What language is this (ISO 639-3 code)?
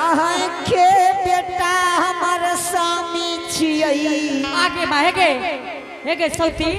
anp